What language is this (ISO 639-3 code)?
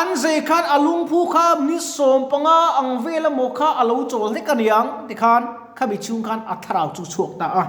lus